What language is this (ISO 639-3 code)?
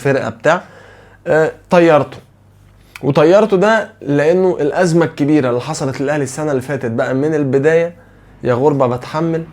arz